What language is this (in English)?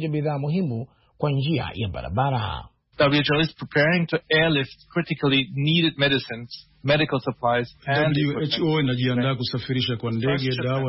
Swahili